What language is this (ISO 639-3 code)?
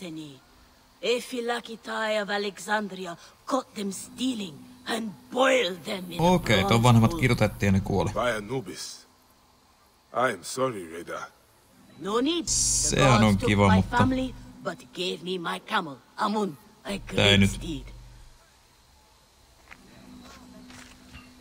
fin